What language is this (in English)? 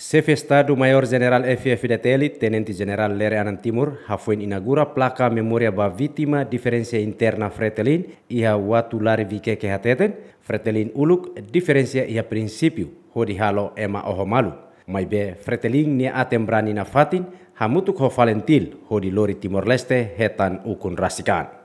Tetum